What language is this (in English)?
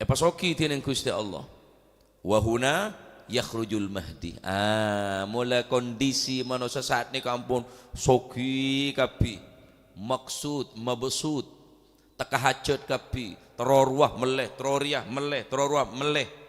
Madurese